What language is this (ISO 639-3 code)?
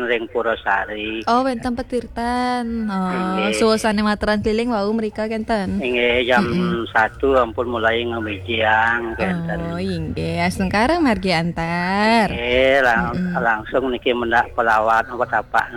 ban